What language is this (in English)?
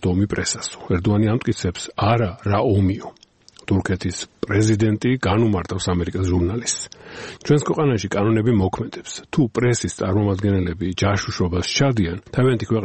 Georgian